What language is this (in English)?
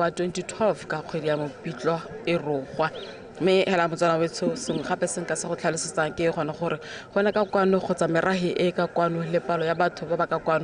Tswana